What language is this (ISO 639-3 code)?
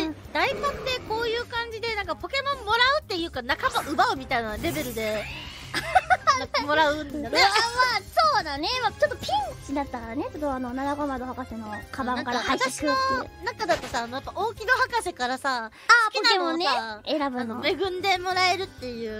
jpn